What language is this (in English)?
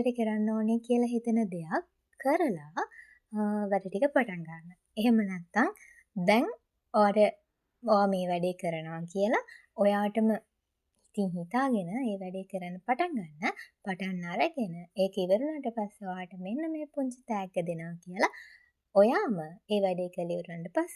Sinhala